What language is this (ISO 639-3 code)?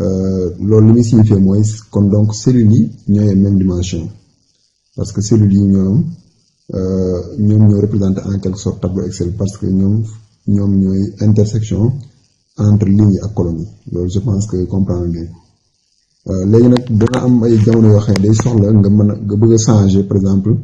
wol